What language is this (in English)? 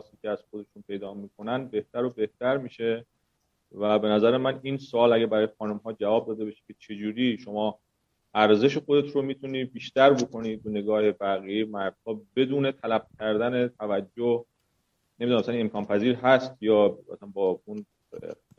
Persian